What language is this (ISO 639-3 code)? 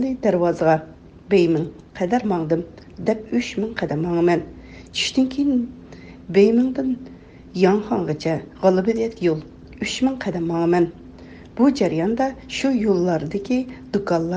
uig